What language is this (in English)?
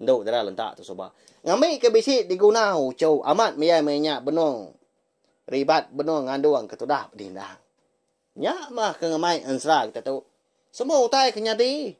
Iban